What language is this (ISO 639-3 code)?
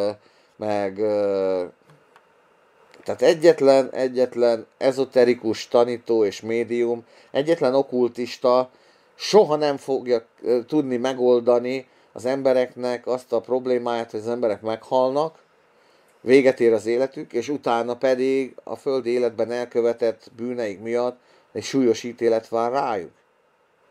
hun